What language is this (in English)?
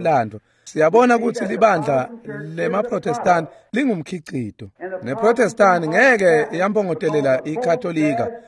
Swati